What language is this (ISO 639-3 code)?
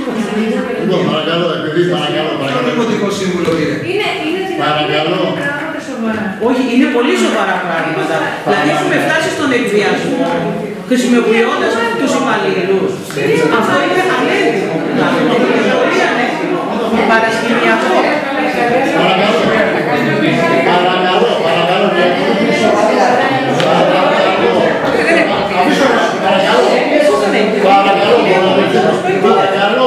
ell